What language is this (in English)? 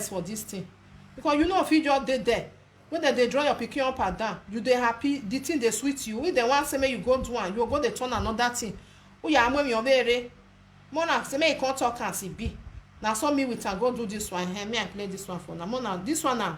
Nigerian Pidgin